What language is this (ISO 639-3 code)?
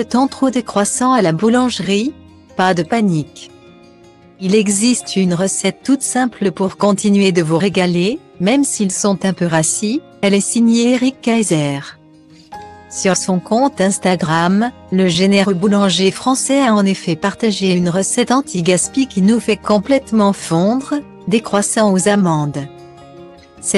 fra